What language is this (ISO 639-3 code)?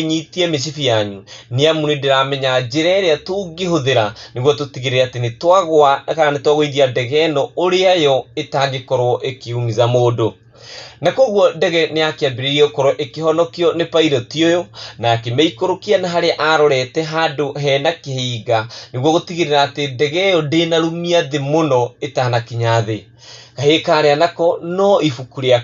kik